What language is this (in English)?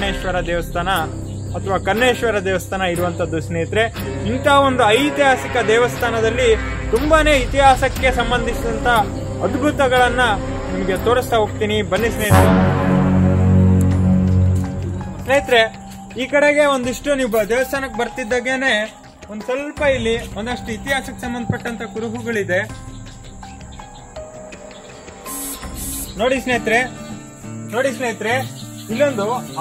Kannada